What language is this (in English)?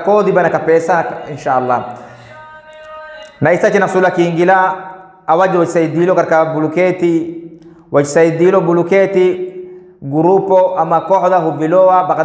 Swahili